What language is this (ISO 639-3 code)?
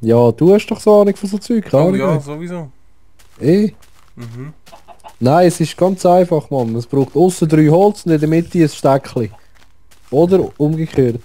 gsw